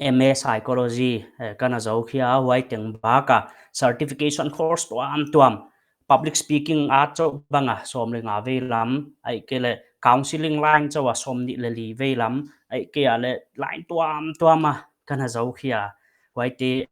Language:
Paite Chin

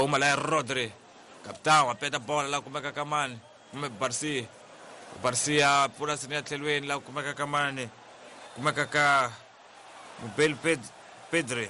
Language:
Tsonga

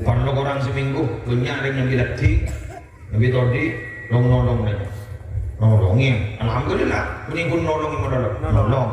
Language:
Madurese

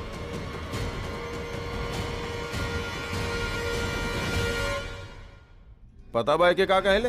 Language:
Bhojpuri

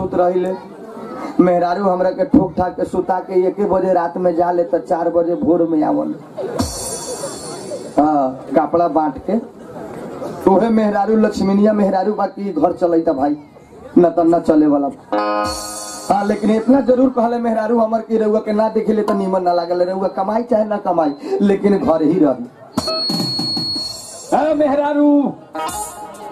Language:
Bhojpuri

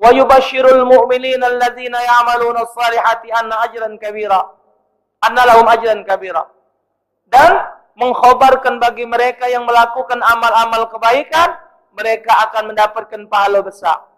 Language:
Musi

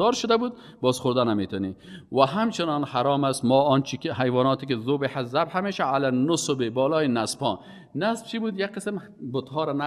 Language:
Persian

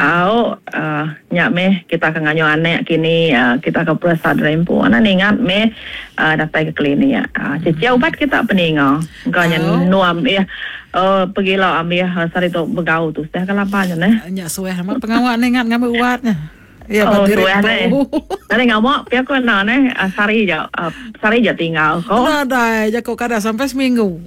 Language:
Iban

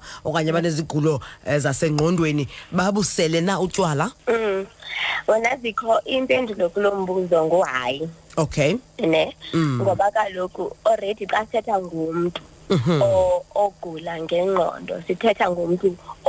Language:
Xhosa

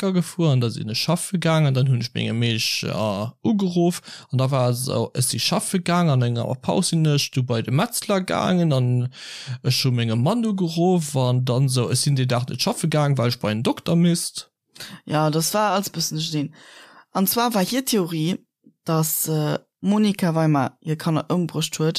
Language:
Luxembourgish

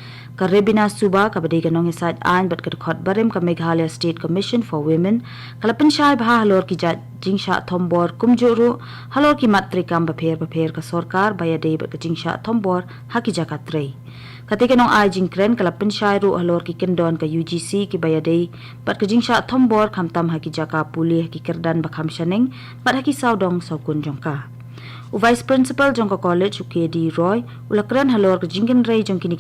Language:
Khasi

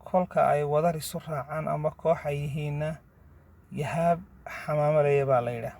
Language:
Somali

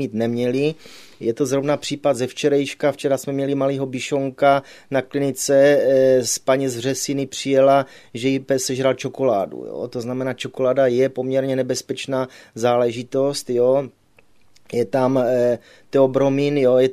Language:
Czech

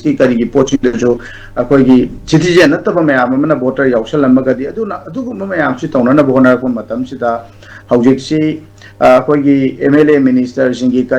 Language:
Manipuri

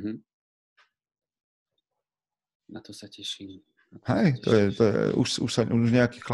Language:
Slovak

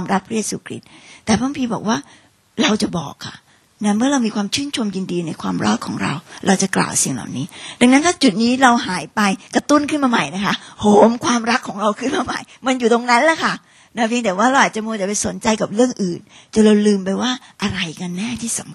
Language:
Thai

